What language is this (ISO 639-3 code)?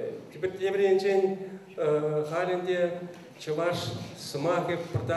chv